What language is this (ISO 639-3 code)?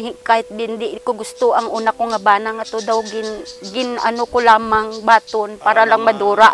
krj